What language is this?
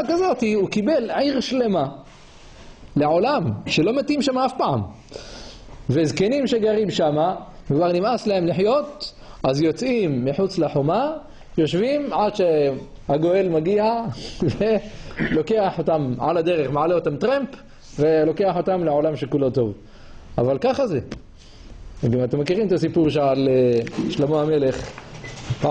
Hebrew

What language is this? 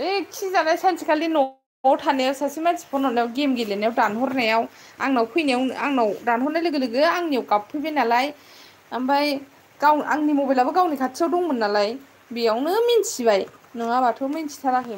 Bodo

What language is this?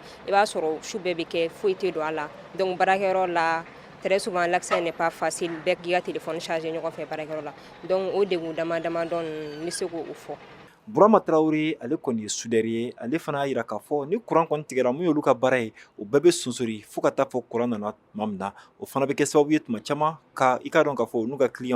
Bambara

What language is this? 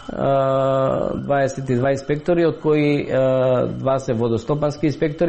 Macedonian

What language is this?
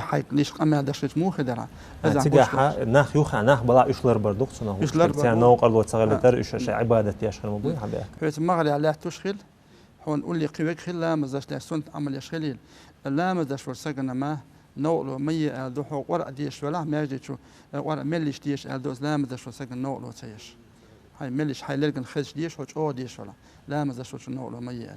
Chechen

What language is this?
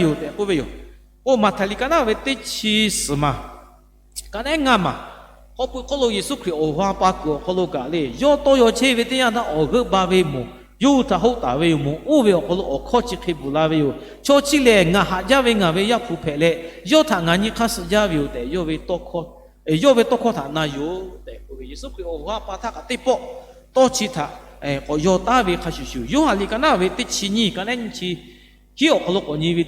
Lahu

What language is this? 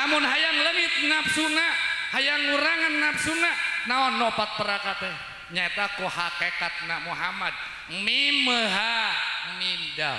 Sundanese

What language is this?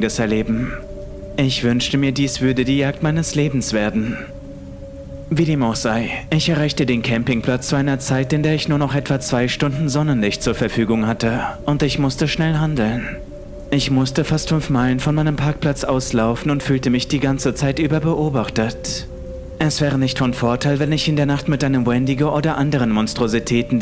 German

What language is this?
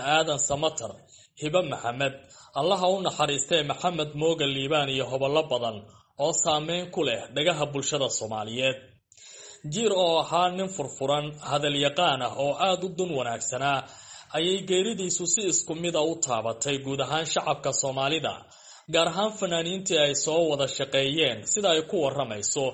Somali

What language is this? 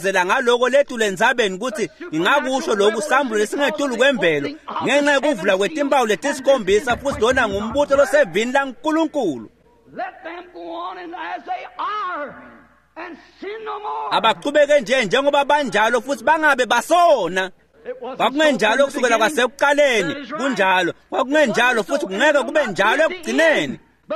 Swati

